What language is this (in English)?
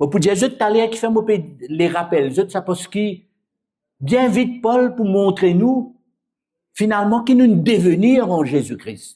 Morisyen